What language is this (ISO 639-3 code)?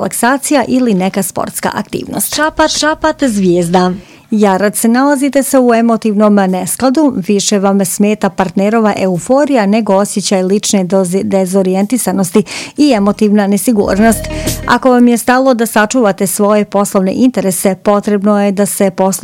bos